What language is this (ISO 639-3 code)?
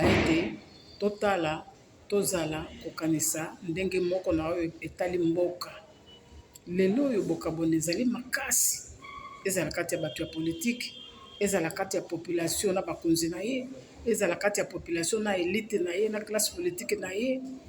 lin